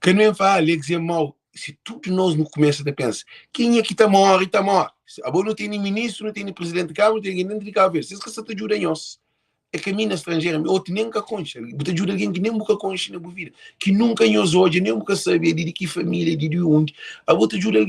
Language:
Kabuverdianu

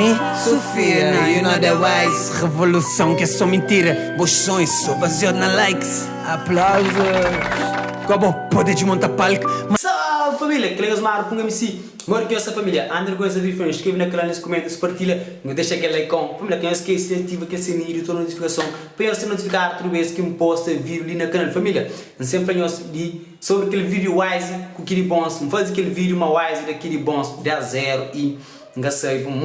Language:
Kabuverdianu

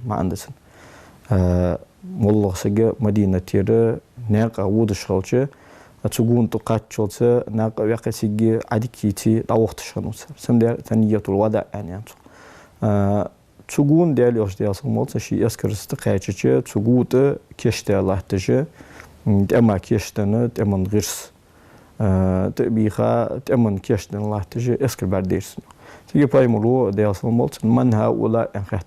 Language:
Ingush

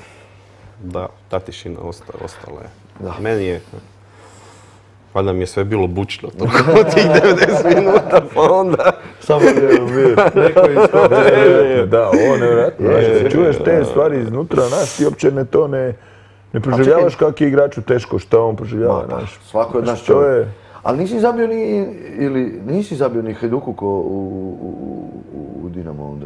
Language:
Croatian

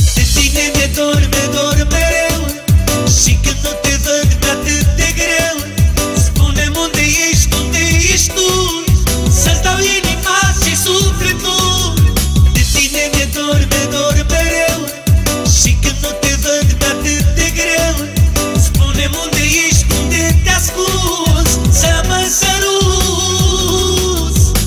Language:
Romanian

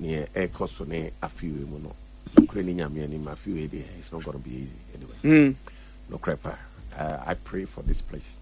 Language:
Akan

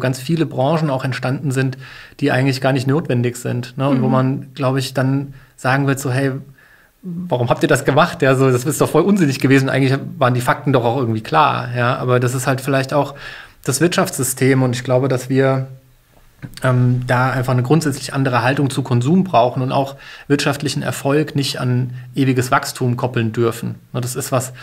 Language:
German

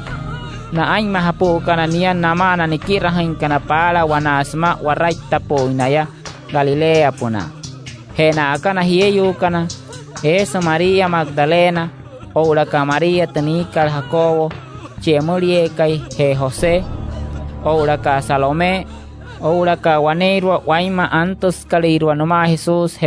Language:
Wayuu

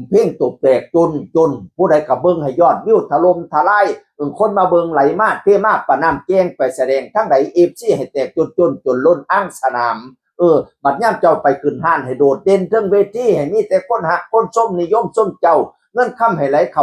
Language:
Northeastern Thai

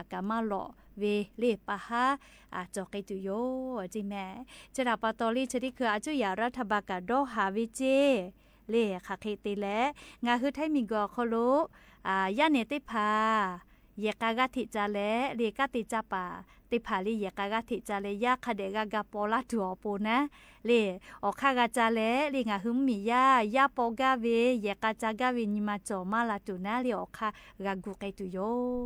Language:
Lahu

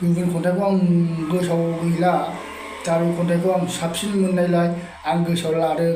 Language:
Bodo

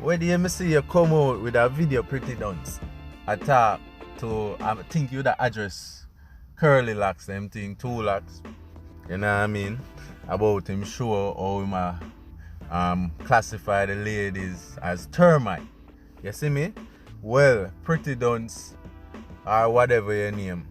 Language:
Jamaican Creole English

